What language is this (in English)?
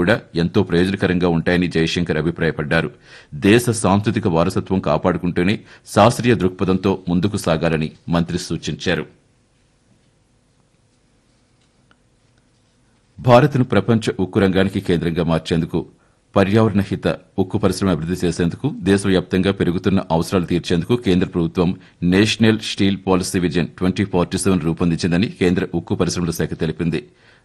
Telugu